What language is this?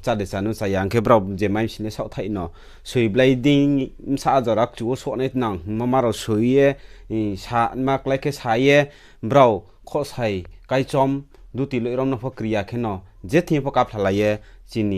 Riang (India)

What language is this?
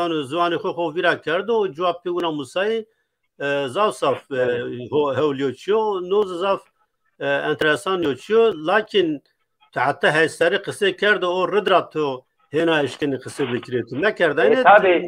Zaza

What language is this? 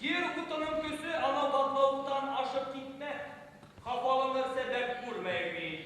Bashkir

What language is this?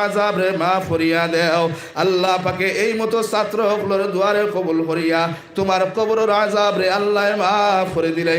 Sylheti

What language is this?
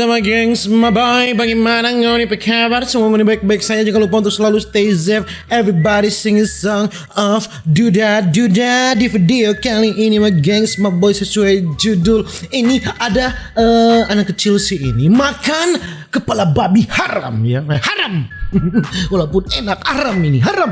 Manado Malay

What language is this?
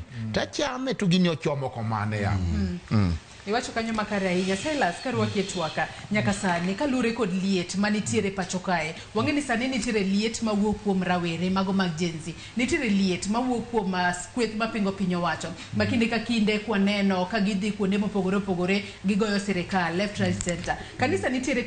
Luo (Kenya and Tanzania)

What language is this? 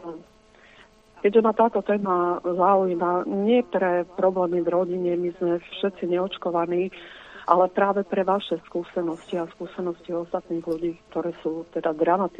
Slovak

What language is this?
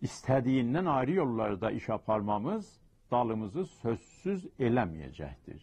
South Azerbaijani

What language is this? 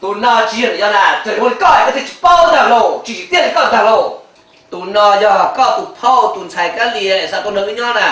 Hmong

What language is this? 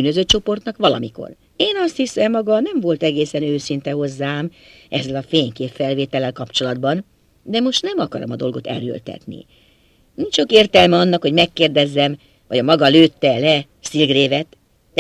Hungarian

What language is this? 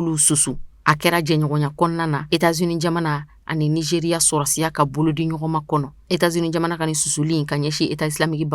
Bambara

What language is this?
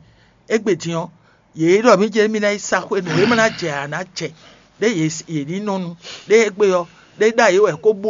Fon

